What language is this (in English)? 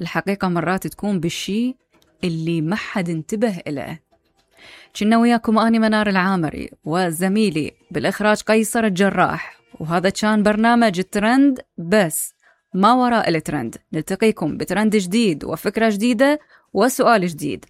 Mesopotamian Arabic